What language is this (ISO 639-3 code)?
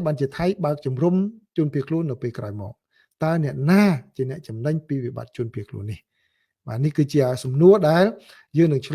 khm